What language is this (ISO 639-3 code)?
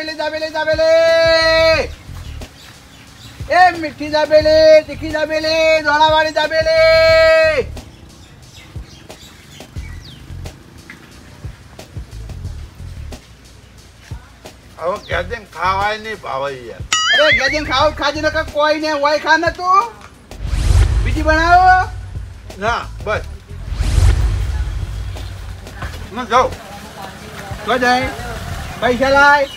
guj